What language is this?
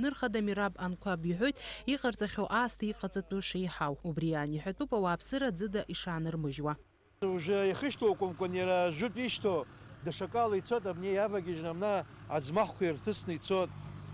Abkhazian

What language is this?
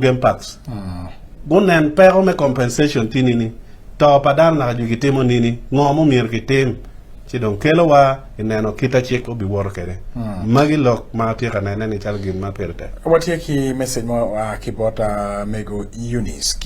Acoli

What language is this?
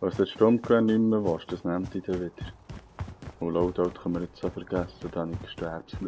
Swiss German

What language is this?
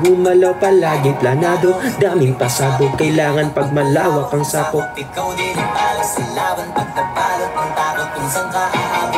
Filipino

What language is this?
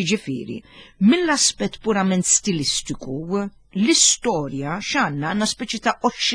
Maltese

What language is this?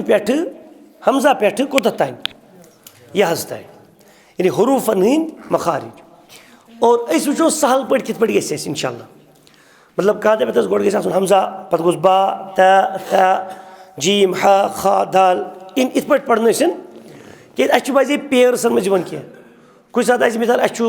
Kashmiri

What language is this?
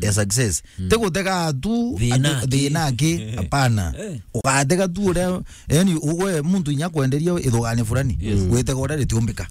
Meru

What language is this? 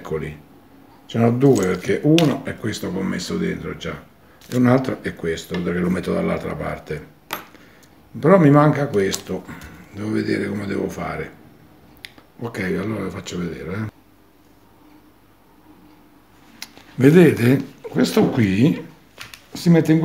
Italian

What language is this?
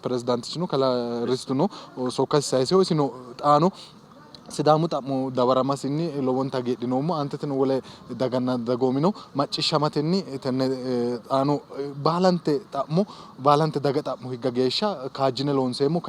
Sidamo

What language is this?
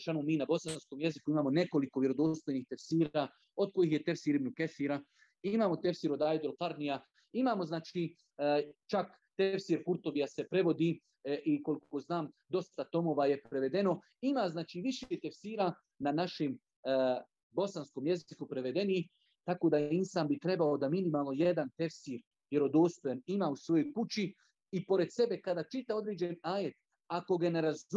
Bosnian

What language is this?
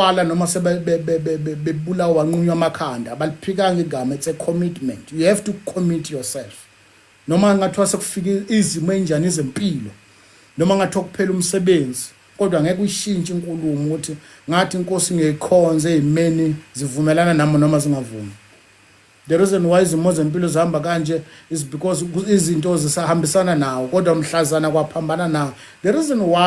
Zulu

